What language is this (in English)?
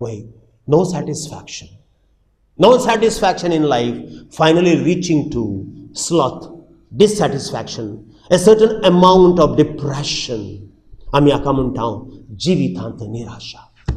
Konkani